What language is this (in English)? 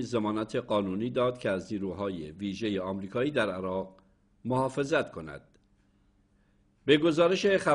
Persian